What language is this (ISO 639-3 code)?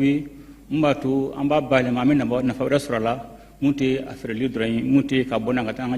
bam